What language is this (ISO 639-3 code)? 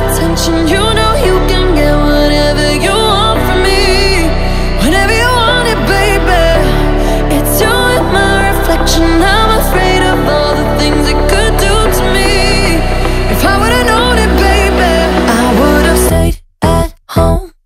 eng